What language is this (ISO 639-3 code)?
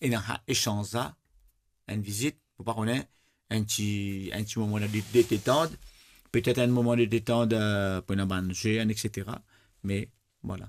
mfe